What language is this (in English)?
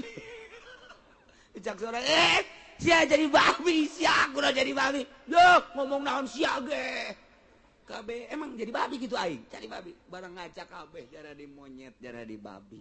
Sundanese